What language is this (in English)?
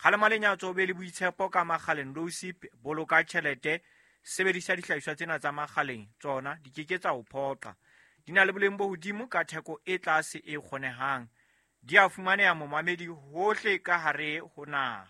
Southern Sotho